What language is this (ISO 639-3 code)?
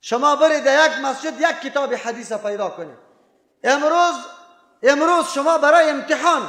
fas